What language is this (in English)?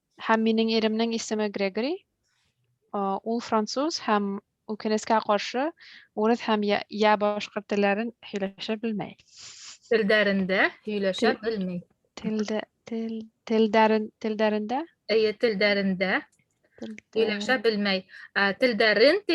Bashkir